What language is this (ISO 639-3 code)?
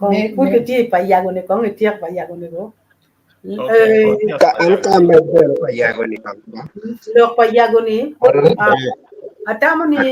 ach